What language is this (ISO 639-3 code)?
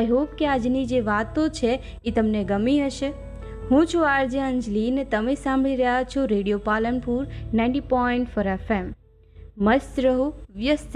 guj